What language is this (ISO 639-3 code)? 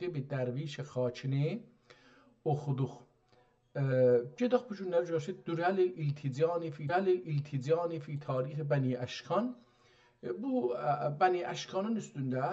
azb